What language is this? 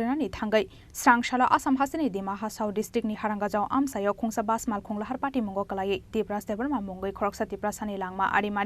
Kok Borok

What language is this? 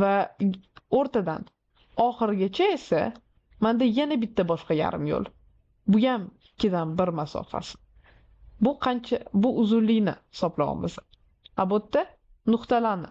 Uzbek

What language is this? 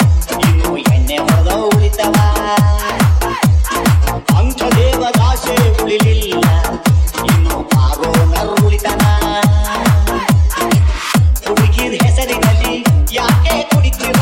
Kannada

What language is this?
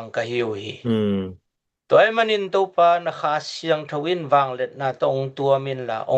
Tedim Chin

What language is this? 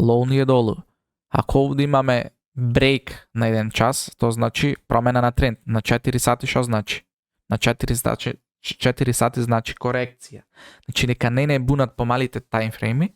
Macedonian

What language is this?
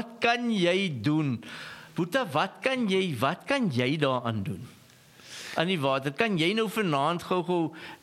Afrikaans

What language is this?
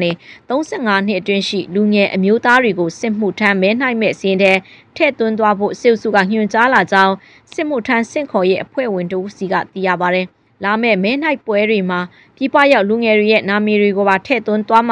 Burmese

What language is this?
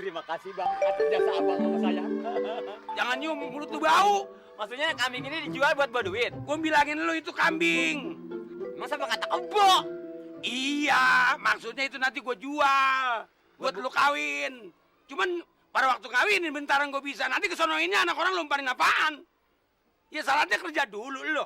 Betawi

